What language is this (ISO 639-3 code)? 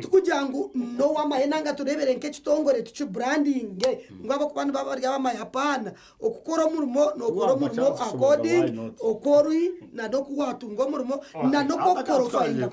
nyn